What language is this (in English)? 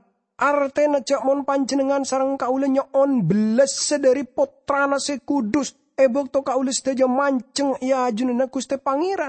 Madurese